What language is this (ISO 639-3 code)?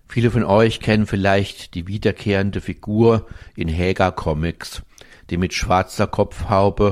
deu